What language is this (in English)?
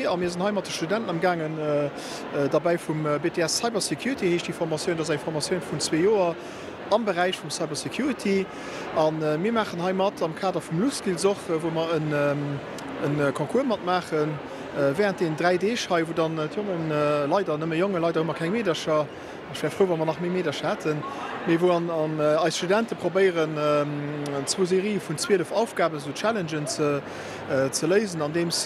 Luxembourgish